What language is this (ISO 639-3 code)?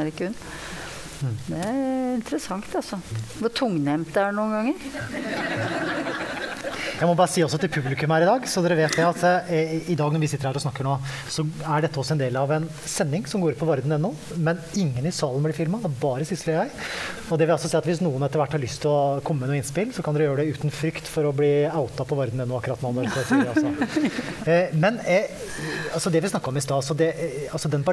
nor